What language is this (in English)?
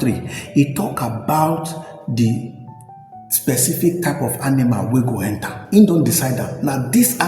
Nigerian Pidgin